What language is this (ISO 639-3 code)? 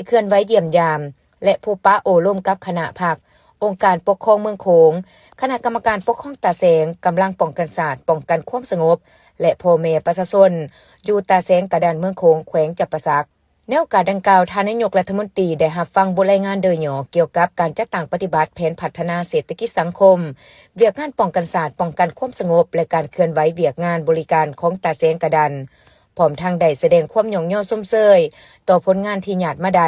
lao